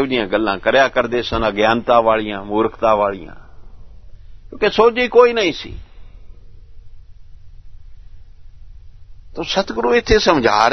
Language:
Punjabi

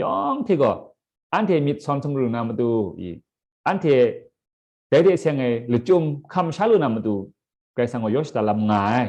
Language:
Kachin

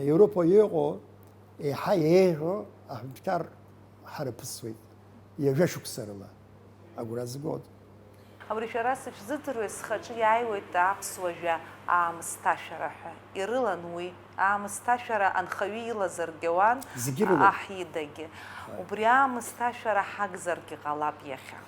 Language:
Abkhazian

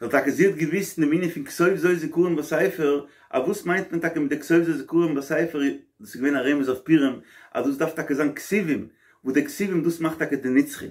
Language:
Yiddish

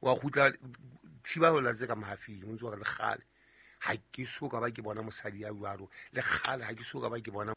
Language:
Southern Sotho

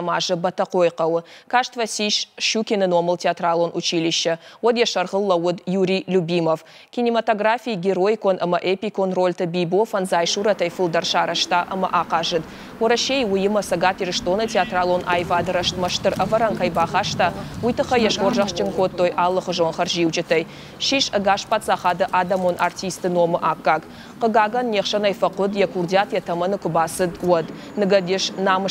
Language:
Ossetic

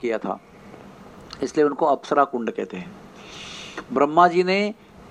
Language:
Hindi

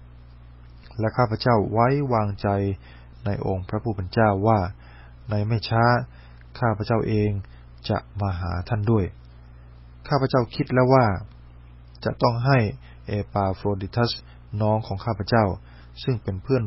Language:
Thai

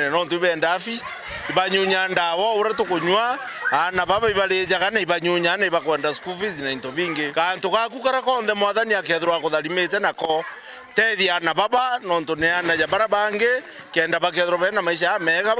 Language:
Meru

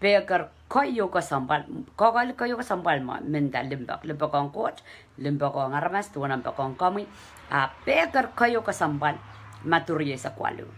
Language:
Pohnpeian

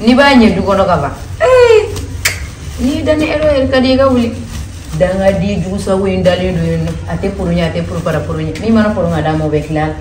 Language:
Bambara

